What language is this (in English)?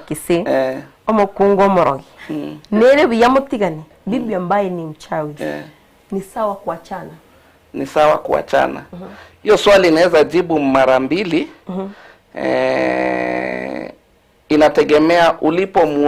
Gusii